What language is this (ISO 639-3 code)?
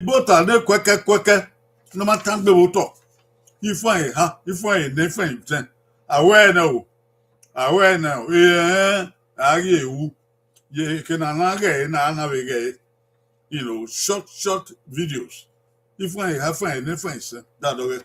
bin